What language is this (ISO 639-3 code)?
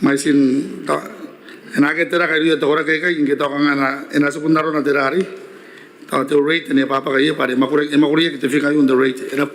gil